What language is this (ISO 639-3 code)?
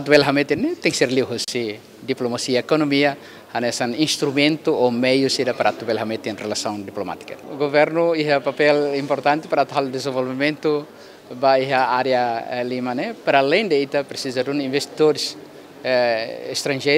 tet